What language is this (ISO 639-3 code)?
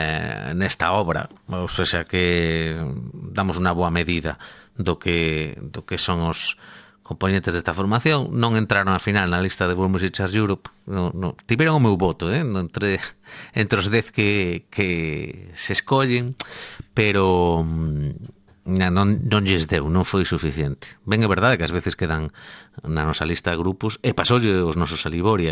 glg